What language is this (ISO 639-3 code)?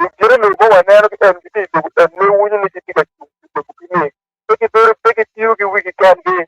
ach